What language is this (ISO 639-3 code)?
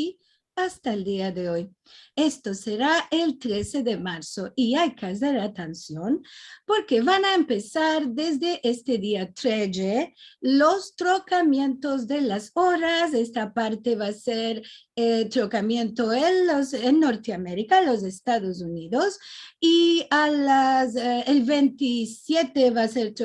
lad